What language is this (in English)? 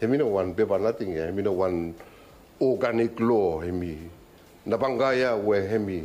Bislama